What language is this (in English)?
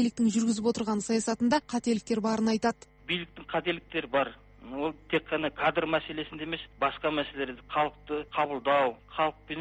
Kazakh